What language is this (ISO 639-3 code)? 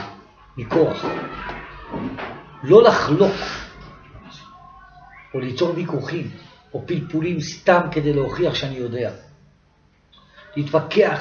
heb